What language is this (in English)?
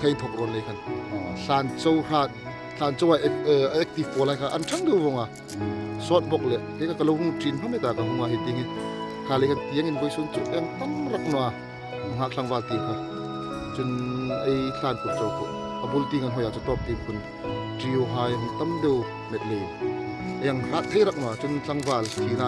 Hmar